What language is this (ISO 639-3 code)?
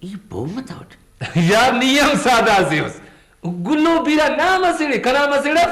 brh